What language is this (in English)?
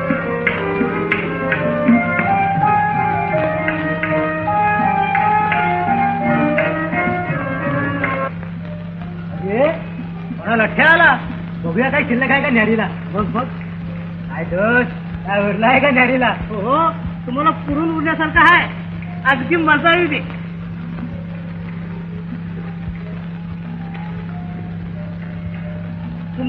Marathi